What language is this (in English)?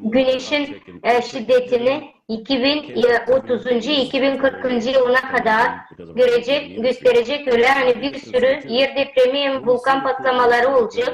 Gagauz